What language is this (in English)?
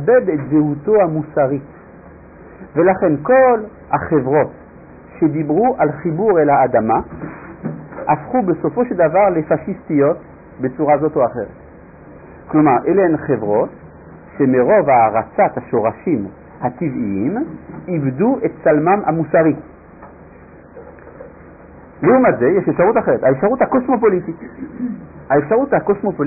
Hebrew